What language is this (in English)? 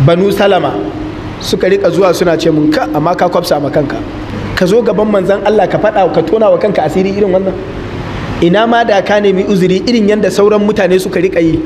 Hausa